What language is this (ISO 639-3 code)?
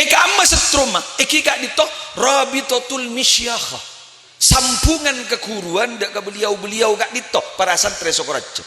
mad